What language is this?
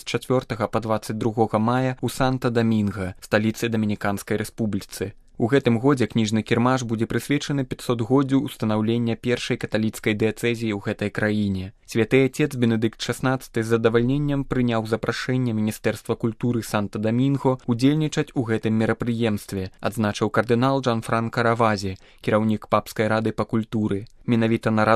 Belarusian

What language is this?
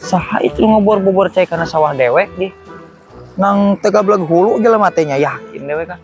Sundanese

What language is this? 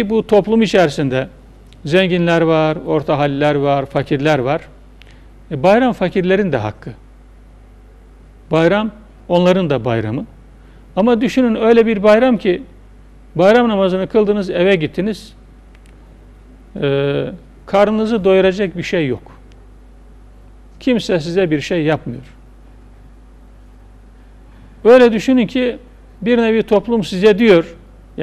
Turkish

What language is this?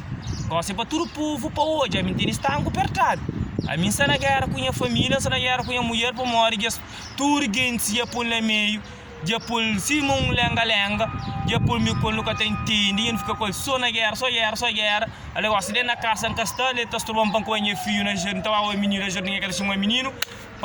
Kabuverdianu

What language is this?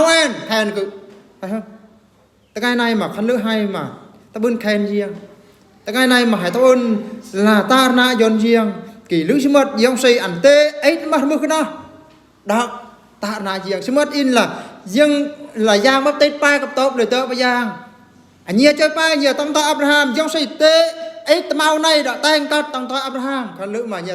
Eastern Bru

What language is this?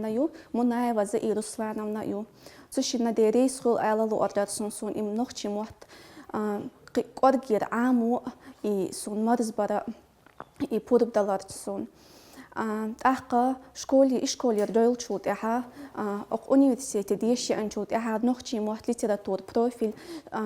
Chechen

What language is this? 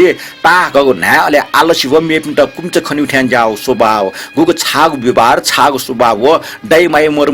Newari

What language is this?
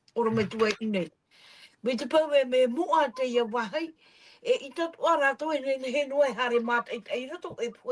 Tahitian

